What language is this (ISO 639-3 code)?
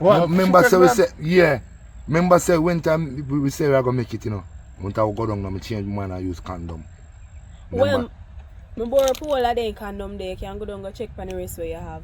jam